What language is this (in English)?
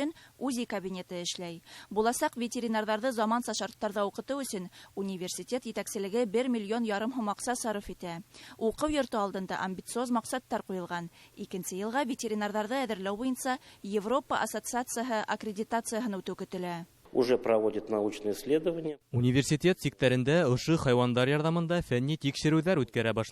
Bashkir